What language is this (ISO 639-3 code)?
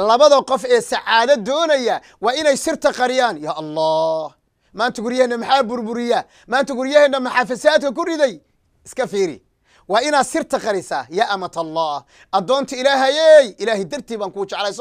som